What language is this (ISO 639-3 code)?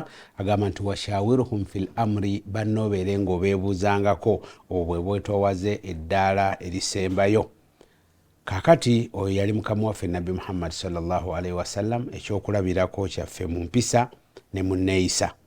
lug